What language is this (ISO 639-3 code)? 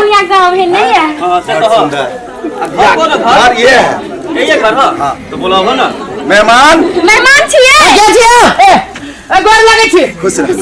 mai